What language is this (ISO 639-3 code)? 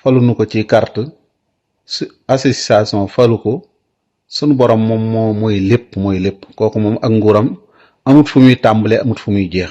wol